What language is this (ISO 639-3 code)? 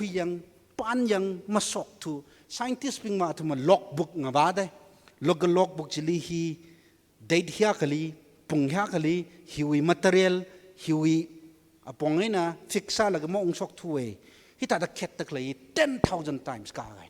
nmf